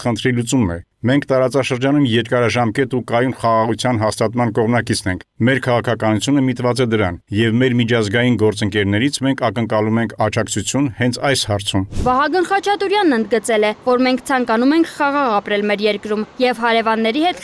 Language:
Armenian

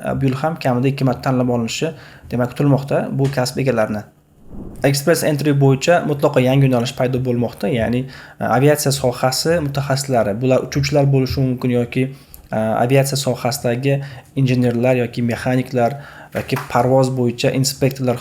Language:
Uzbek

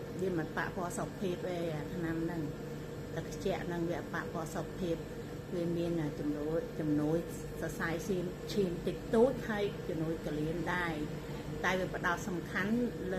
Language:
Khmer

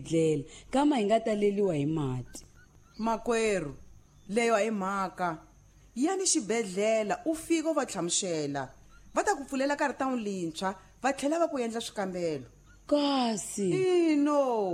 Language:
Tsonga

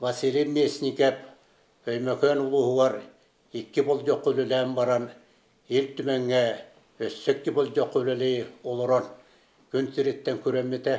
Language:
Yakut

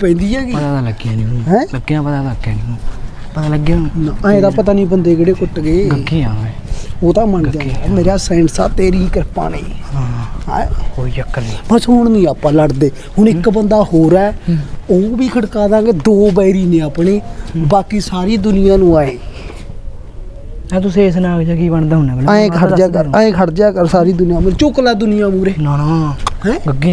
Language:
Punjabi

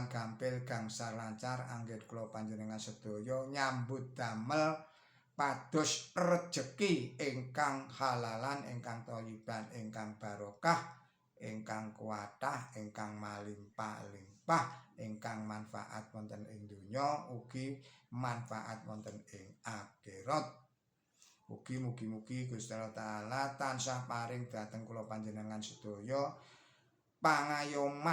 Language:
Javanese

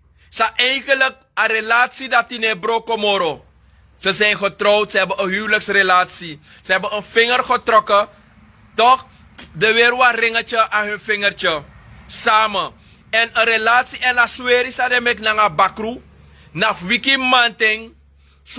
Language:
Sranan Tongo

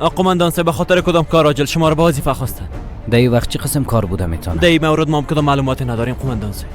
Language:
Persian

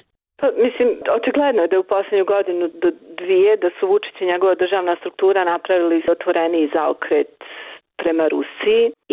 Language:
Bosnian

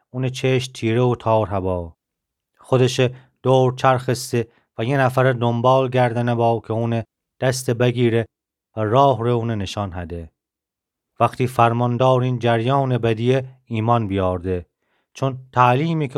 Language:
Gilaki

